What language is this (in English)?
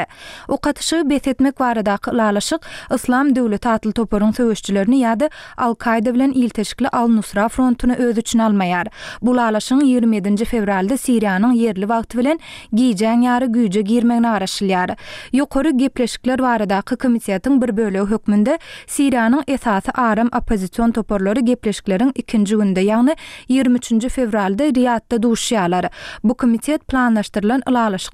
Turkmen